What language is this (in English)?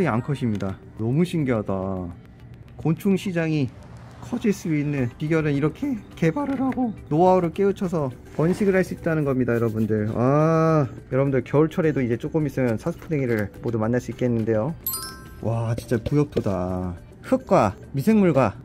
Korean